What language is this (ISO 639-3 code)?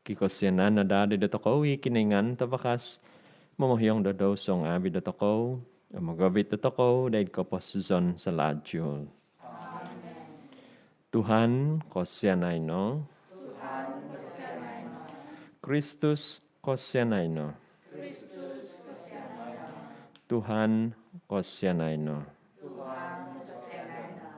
dtp